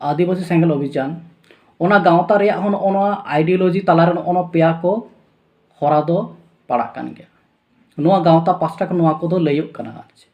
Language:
Santali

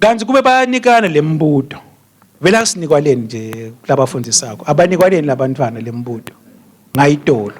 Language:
Swati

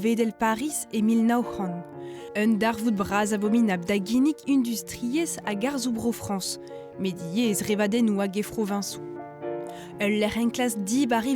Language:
Breton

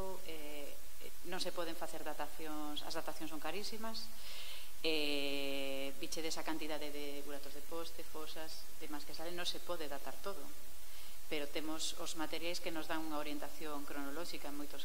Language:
Galician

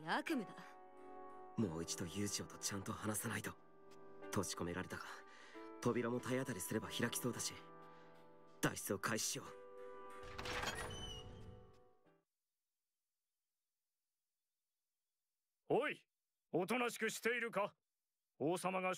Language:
Japanese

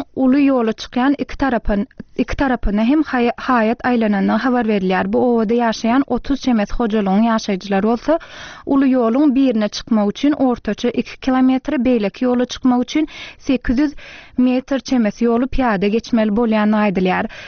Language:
Turkmen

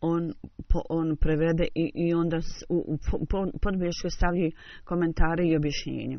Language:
Bosnian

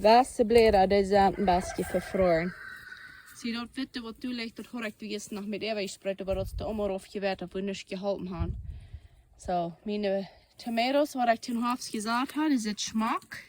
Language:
Plautdietsch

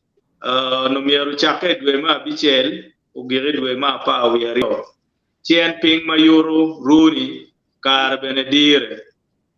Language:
Acoli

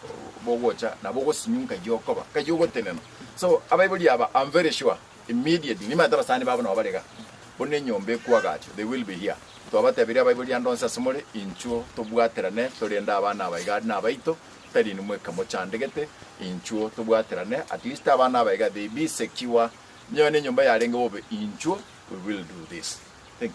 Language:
Gusii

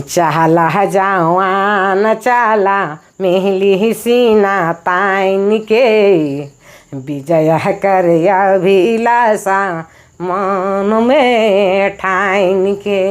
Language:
Sadri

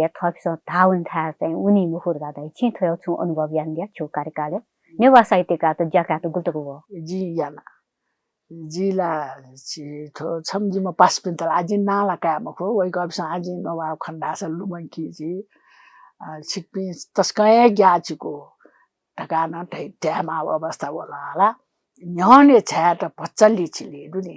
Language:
Newari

